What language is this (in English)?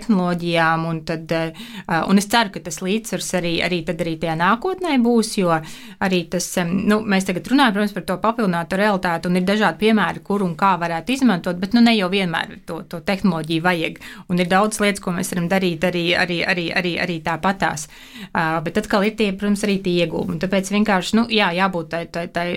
Latvian